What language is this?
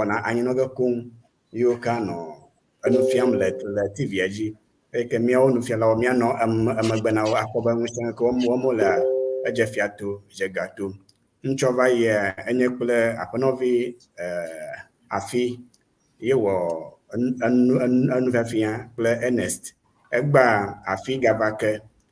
Ewe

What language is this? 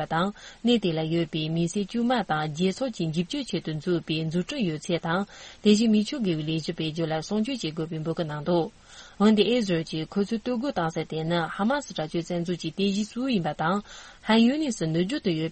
Tibetan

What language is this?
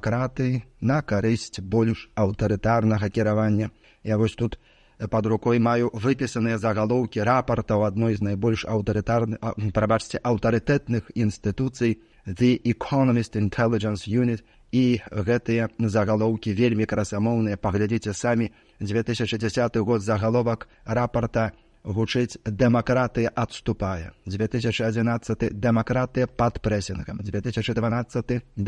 Belarusian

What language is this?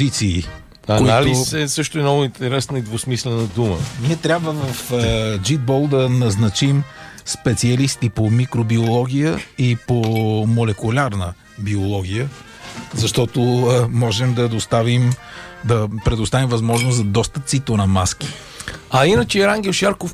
Bulgarian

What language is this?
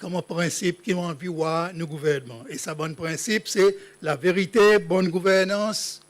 Seselwa Creole French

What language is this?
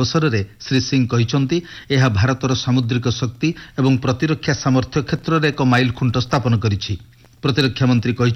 Odia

